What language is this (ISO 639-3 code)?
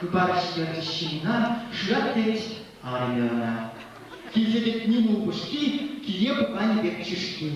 chv